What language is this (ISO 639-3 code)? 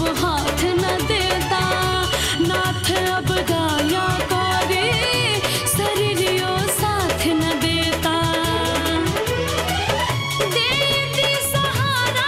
bho